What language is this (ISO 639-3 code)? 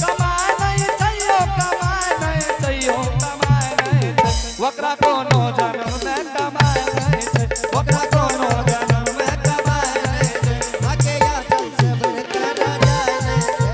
anp